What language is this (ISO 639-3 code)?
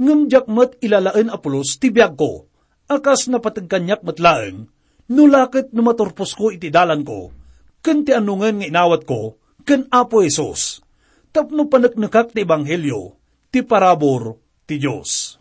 ilo